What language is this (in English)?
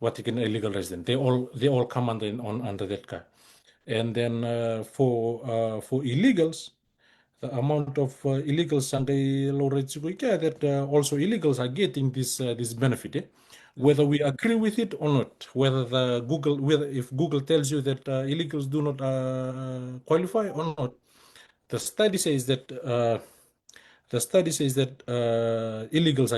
Fijian